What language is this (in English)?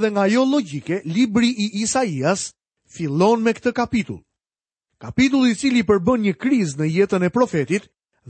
Albanian